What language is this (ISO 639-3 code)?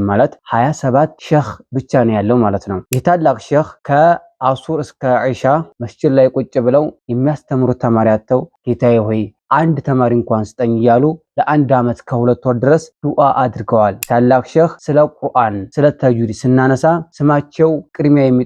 amh